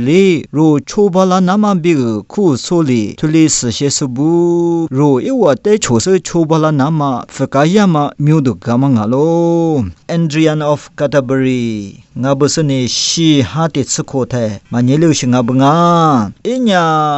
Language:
Lisu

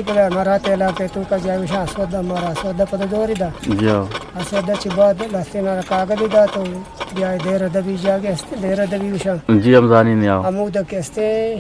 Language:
Eastern Balochi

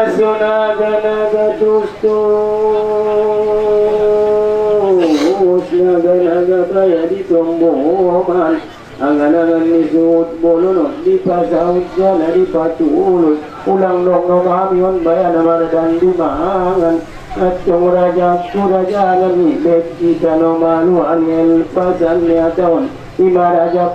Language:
Batak Angkola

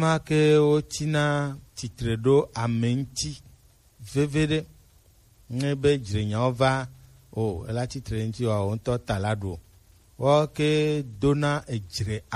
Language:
Gen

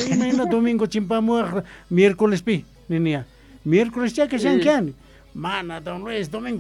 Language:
South Bolivian Quechua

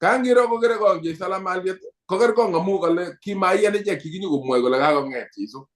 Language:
Kalenjin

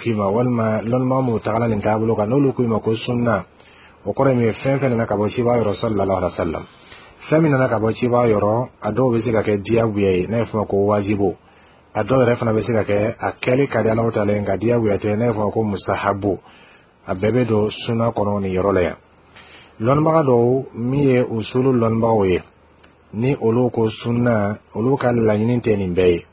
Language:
Bambara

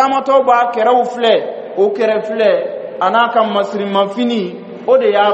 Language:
Bambara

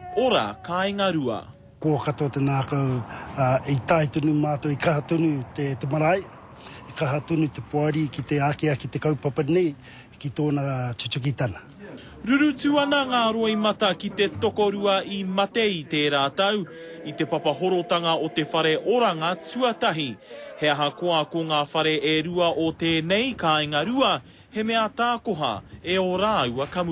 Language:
Māori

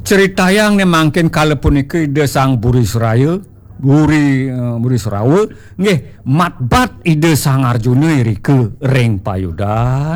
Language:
Balinese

